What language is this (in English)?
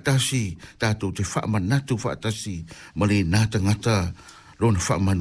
Samoan